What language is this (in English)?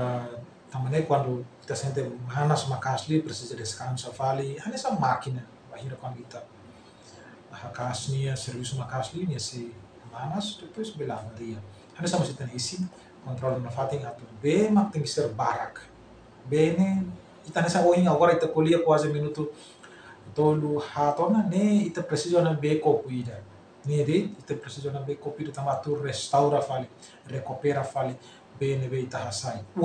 Tetum